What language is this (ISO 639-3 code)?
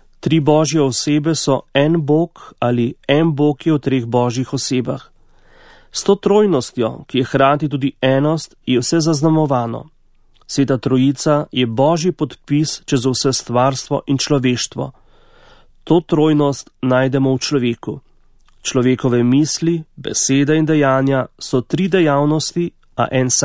slv